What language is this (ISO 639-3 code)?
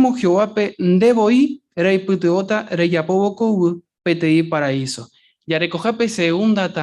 grn